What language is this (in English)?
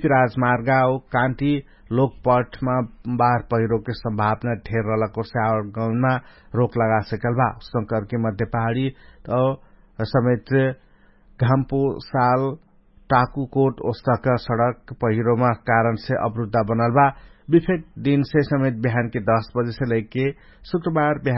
Dangaura Tharu